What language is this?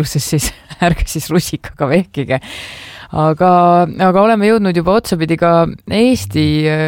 Estonian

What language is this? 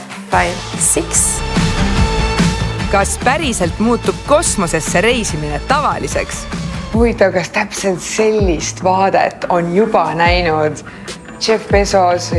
Estonian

